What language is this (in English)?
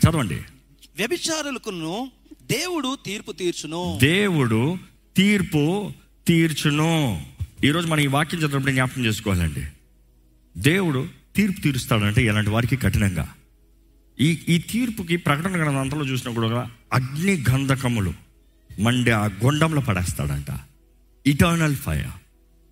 Telugu